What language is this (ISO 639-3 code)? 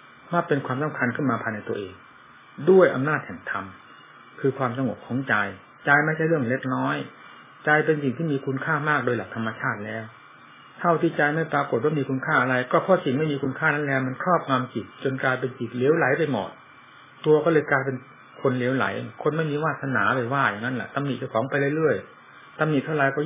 tha